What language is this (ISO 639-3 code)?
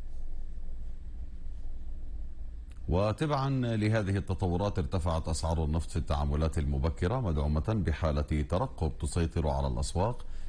ara